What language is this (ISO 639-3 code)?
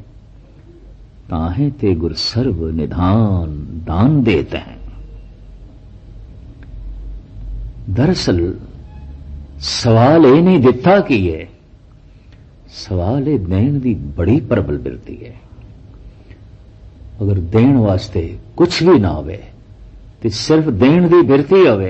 pan